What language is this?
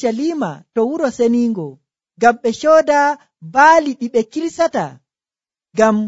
Nigerian Fulfulde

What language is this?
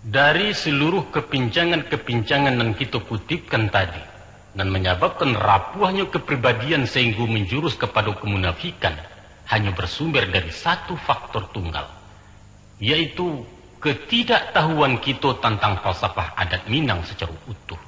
Minangkabau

